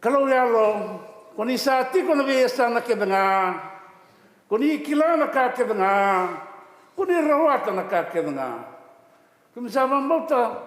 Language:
Fijian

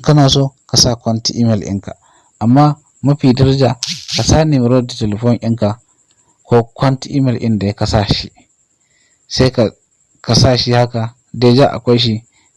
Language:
Hausa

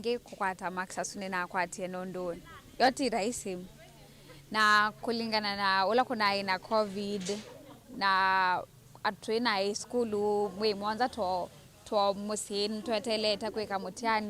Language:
Kamba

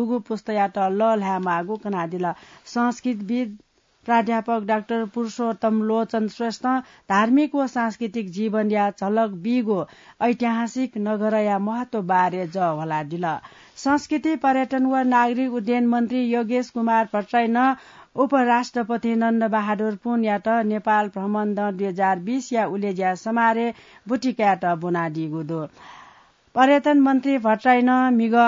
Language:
Newari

